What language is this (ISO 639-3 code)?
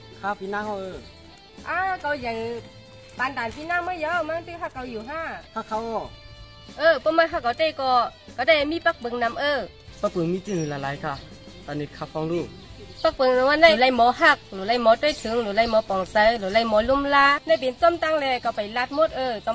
shn